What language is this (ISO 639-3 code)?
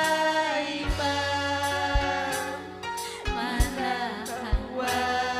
quy